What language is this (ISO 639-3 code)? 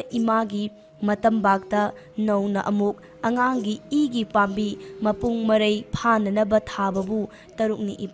mni